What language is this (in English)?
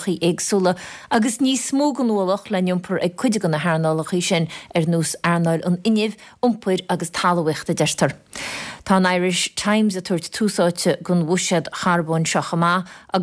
Irish